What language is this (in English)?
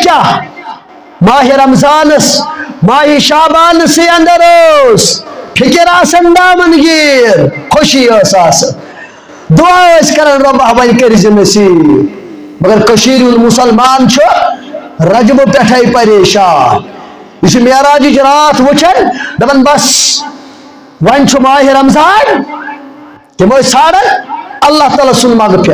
Kashmiri